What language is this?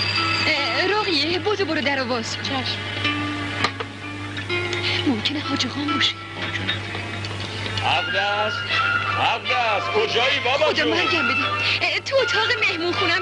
Persian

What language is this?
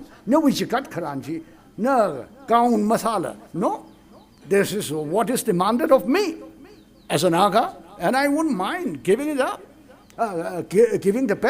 Tangkhul Naga (India)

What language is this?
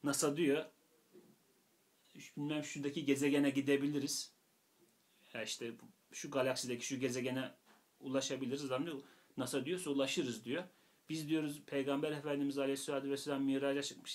Turkish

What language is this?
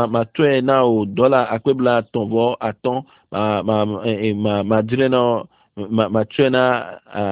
Ewe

